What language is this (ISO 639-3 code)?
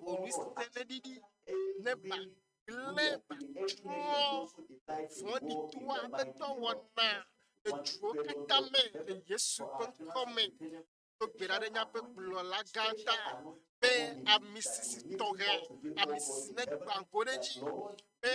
ewe